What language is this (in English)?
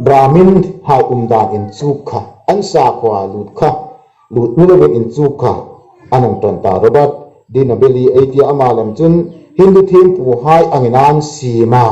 Hmar